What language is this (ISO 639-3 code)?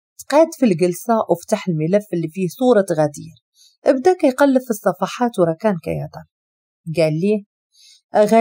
ary